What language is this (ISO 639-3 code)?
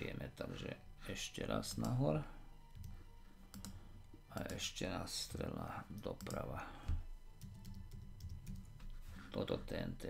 slk